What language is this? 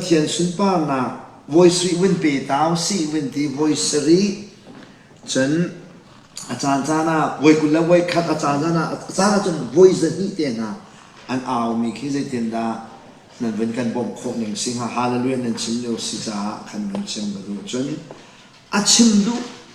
Hakha Chin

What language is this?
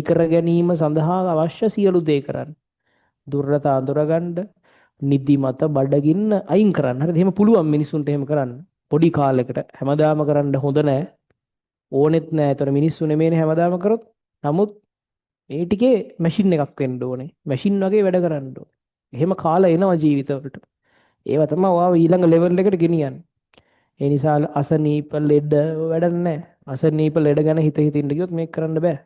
Sinhala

